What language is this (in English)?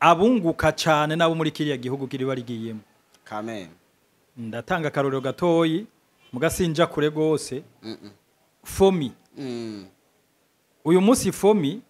Rundi